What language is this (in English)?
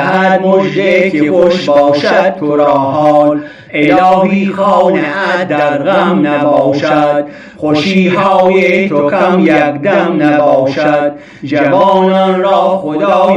Gilaki